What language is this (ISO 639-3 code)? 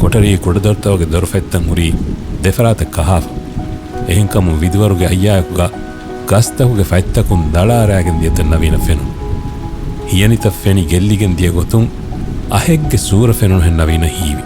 div